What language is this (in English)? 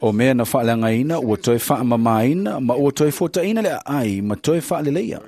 Samoan